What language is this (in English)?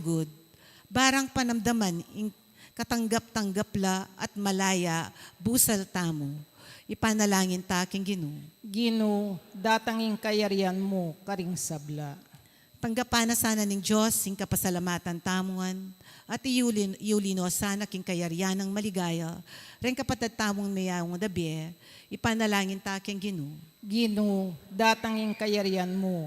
Pampanga